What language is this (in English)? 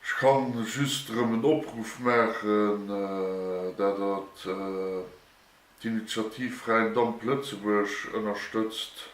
Luxembourgish